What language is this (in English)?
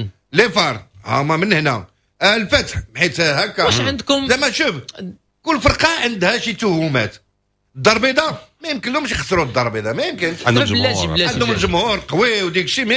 Moroccan Arabic